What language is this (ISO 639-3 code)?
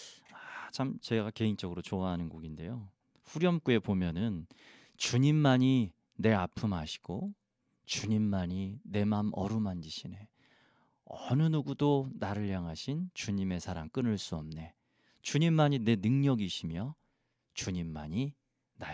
kor